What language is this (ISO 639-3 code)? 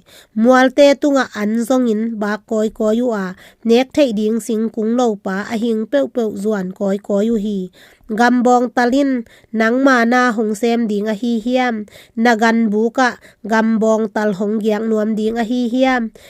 ctd